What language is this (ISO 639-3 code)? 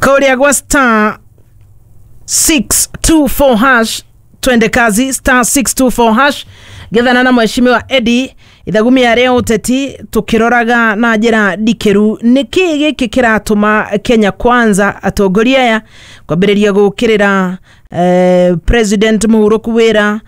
kik